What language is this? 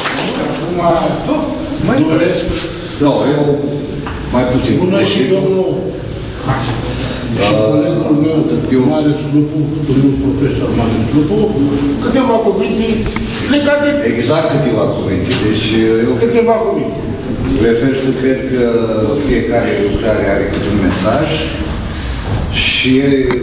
Romanian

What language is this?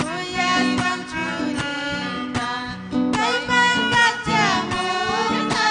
Ayacucho Quechua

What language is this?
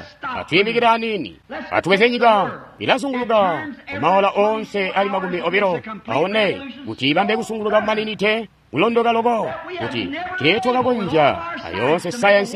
Tonga (Zambia)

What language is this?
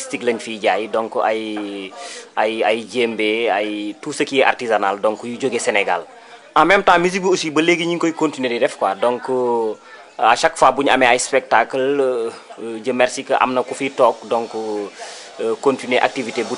Wolof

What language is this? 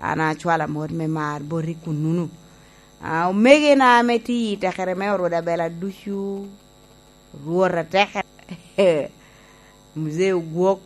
Lango (Uganda)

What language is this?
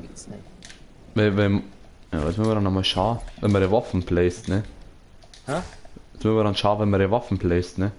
Bavarian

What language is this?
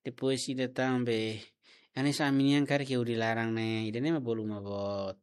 Tetum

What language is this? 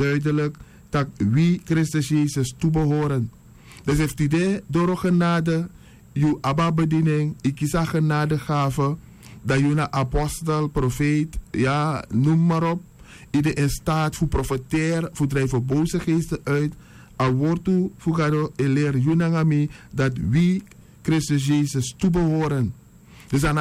Sranan Tongo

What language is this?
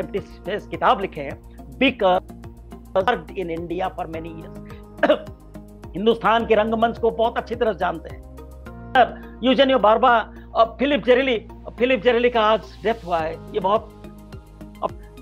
Hindi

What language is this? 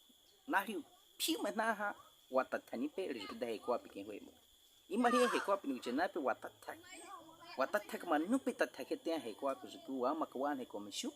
Baniwa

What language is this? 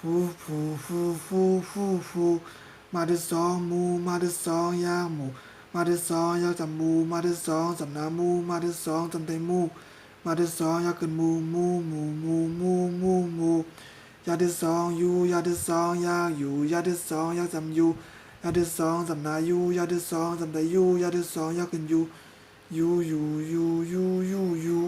Shan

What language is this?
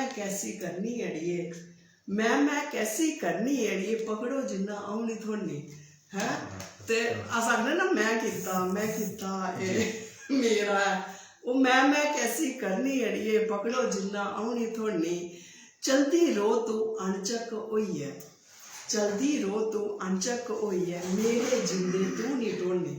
Dogri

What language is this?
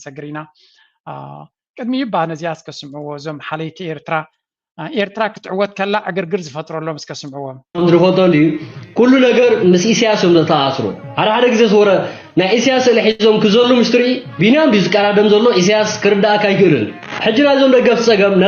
Tigrinya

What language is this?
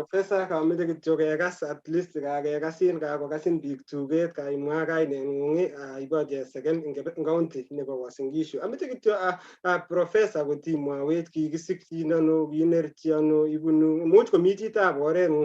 Kalenjin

